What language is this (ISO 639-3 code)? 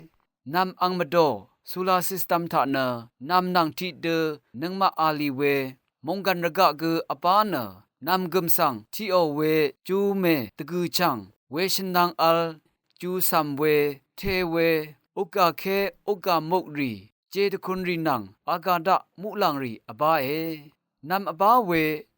raw